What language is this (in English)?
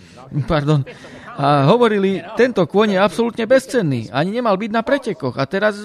Slovak